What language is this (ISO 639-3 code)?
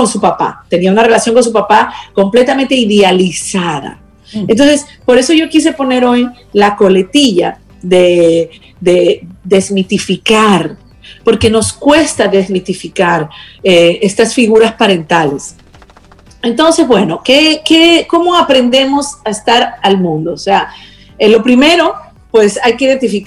spa